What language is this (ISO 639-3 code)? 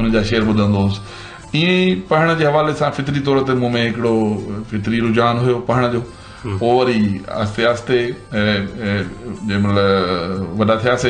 snd